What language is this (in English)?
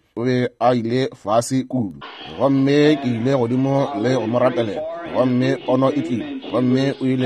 Northern Sotho